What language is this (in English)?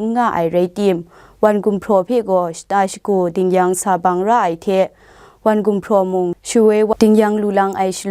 Kachin